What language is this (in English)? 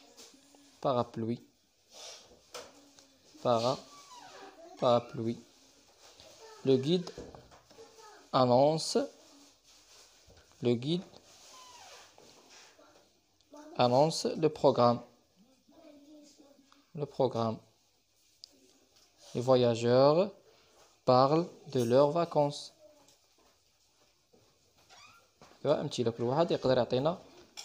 French